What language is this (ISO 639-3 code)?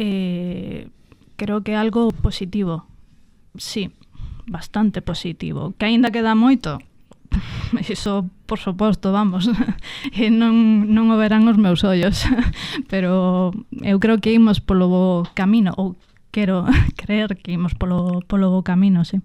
glg